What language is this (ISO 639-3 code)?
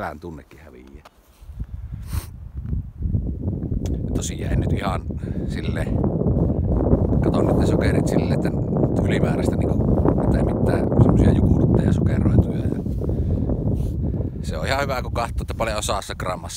fin